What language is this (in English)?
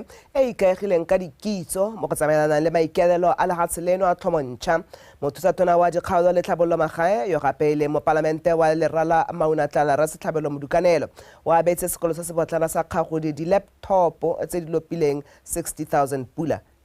Tswana